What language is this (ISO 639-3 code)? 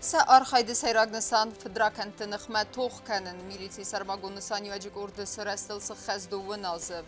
oss